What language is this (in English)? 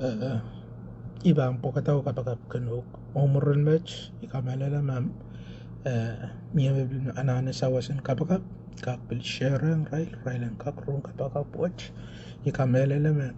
Pohnpeian